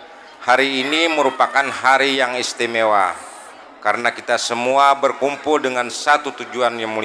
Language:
Banjar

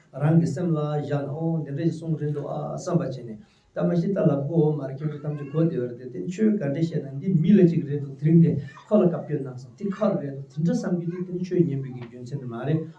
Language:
Tibetan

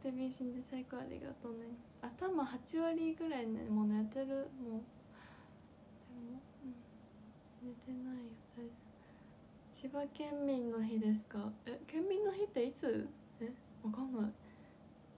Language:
Japanese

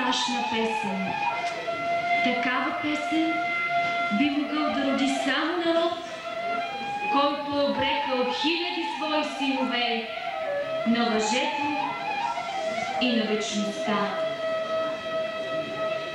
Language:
Bulgarian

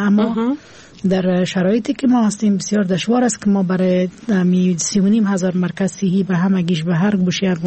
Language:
Persian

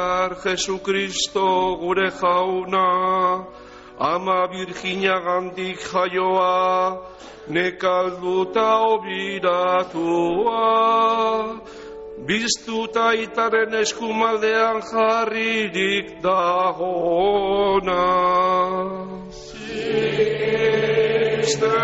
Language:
Basque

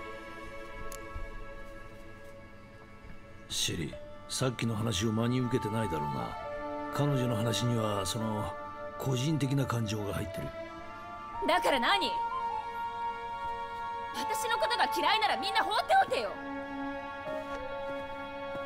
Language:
Japanese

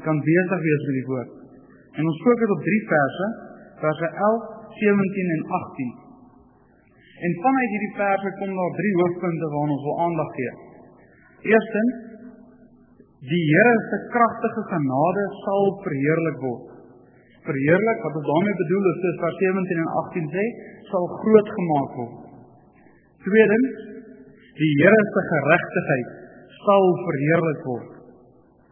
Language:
Afrikaans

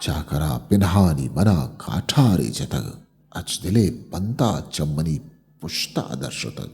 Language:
Eastern Balochi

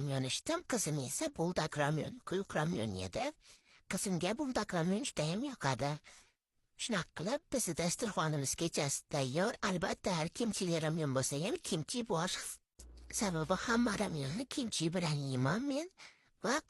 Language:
Uzbek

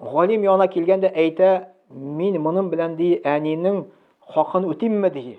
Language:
Tatar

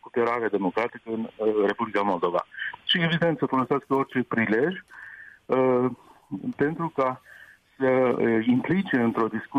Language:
Romanian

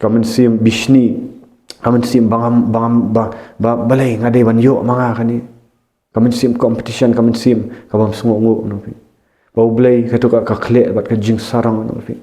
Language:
Khasi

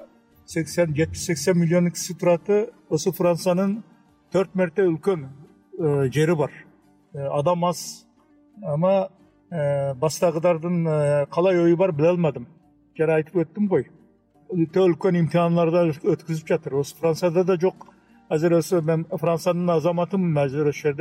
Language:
Kazakh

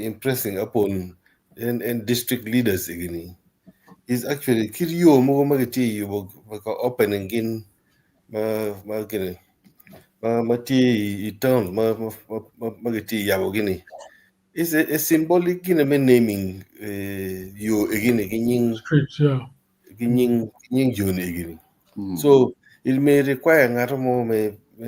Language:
Acoli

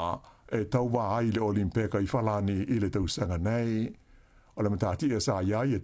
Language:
Samoan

